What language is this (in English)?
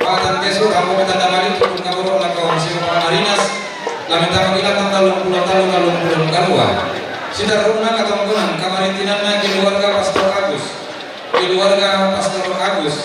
Toraja-Sa'dan